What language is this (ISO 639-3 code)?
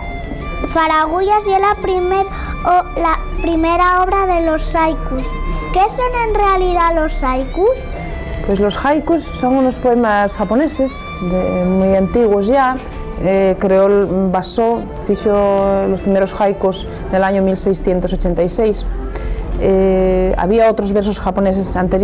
ast